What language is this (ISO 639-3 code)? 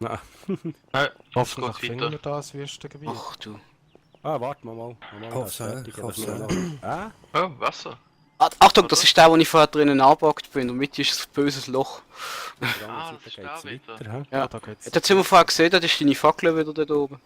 gsw